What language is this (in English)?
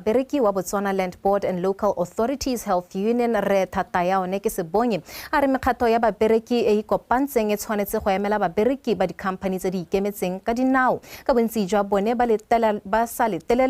Tswana